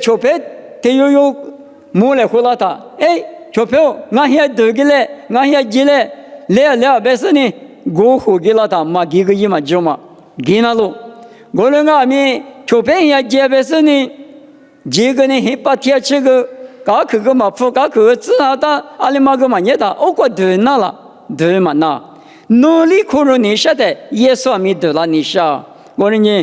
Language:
Lisu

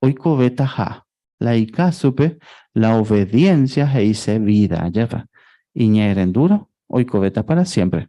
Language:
Guarani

